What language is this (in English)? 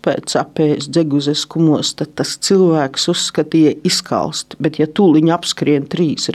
Latvian